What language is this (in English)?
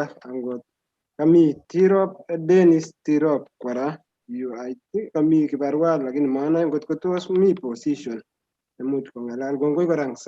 Kalenjin